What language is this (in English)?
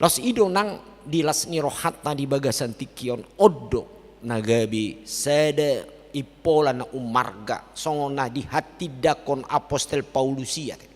Batak Toba